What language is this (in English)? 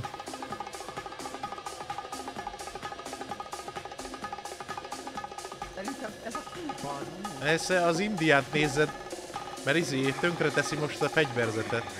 Hungarian